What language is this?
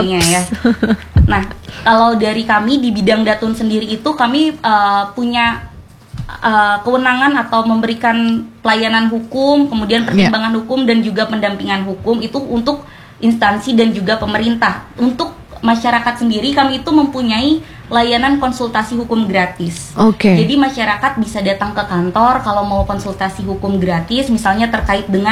Indonesian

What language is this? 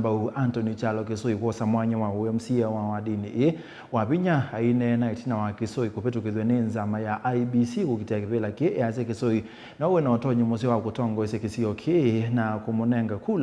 Kamba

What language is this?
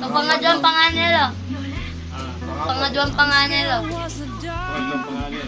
Pampanga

